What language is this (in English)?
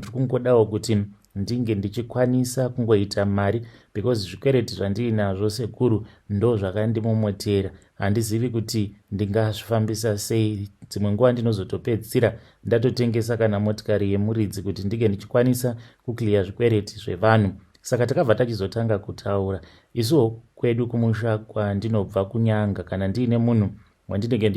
Shona